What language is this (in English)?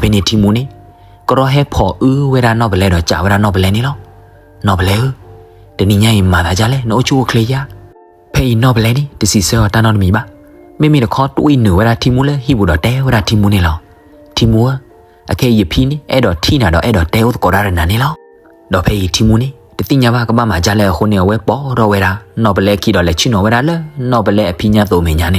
S'gaw Karen